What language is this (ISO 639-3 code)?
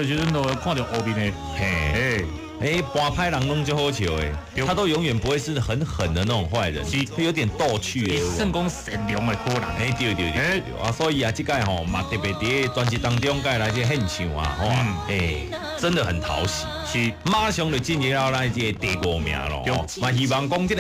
nan